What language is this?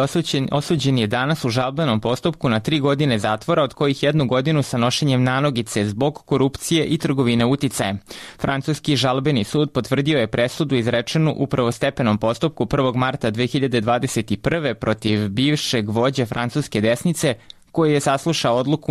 Serbian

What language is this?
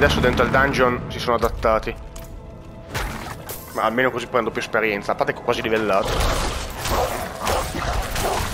Italian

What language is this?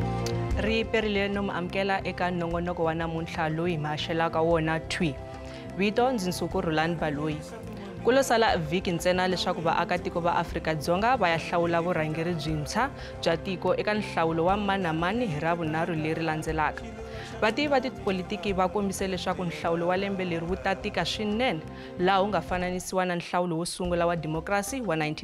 Tsonga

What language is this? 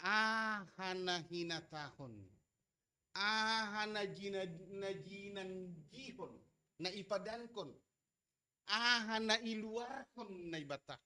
Batak Simalungun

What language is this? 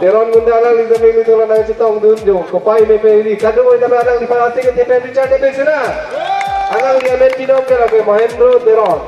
Karbi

